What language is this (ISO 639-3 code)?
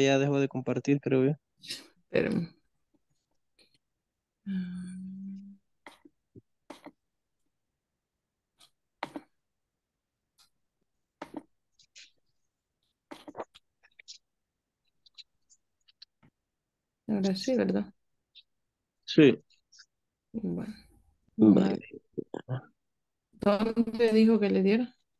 spa